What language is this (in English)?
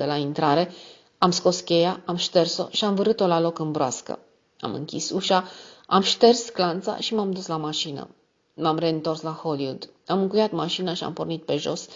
Romanian